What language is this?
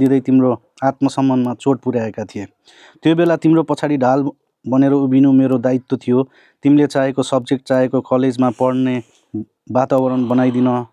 Nepali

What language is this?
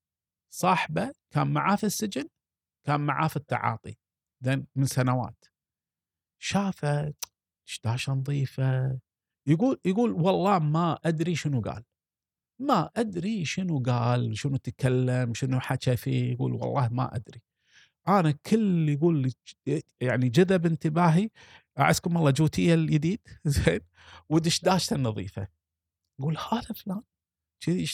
Gulf Arabic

